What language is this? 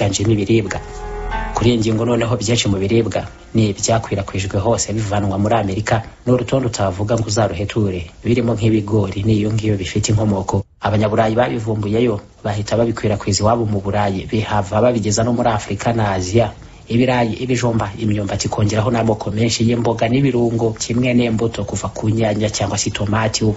Kinyarwanda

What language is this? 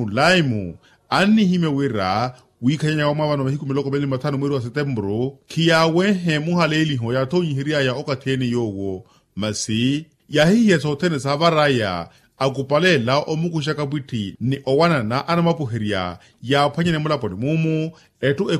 Makhuwa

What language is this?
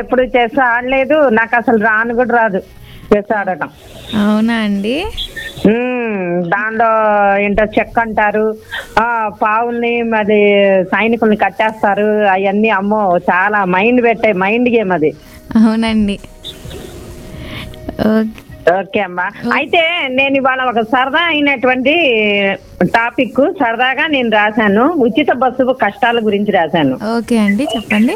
Telugu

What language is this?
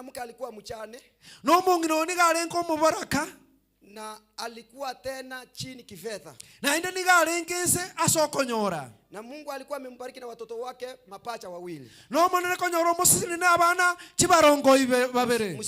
Gusii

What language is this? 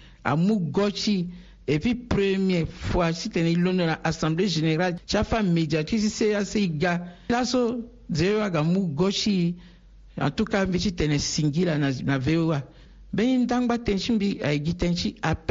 Sango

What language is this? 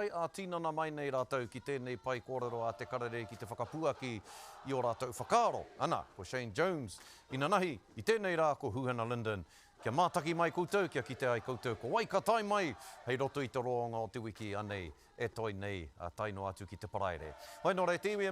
Māori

